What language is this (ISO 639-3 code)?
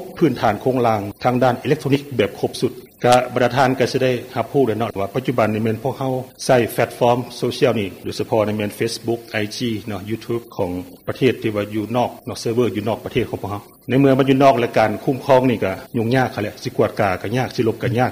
lao